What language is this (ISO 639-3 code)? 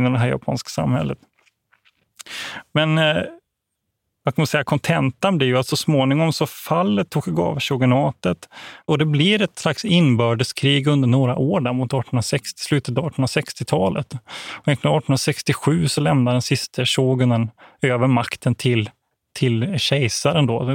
swe